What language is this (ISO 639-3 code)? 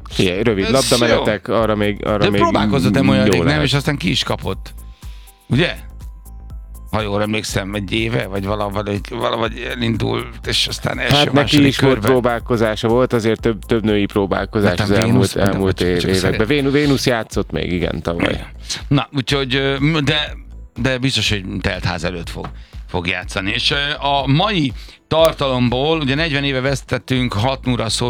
hun